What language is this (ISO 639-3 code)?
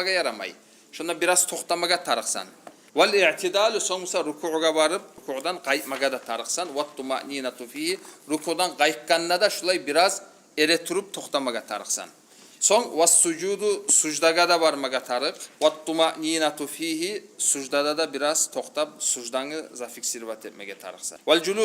kum